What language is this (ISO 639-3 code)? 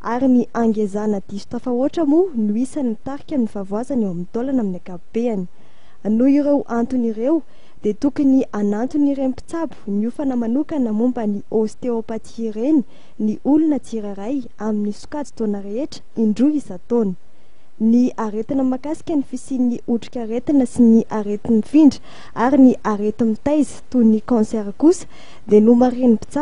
mlg